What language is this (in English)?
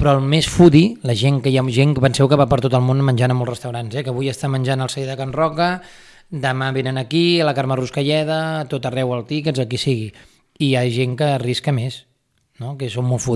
Catalan